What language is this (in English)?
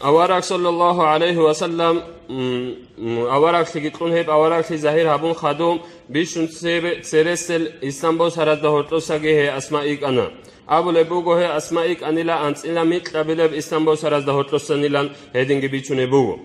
Avaric